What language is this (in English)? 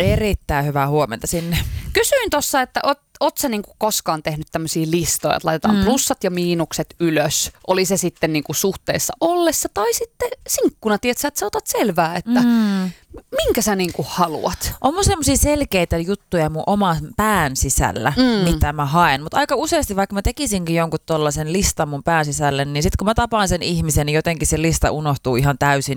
Finnish